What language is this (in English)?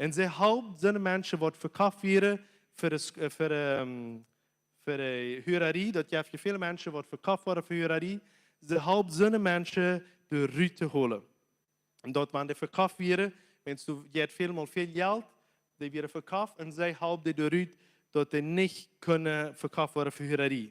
Plautdietsch